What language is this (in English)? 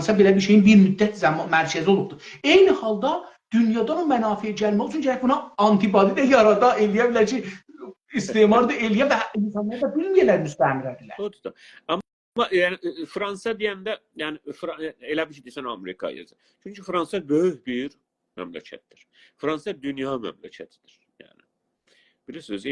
South Azerbaijani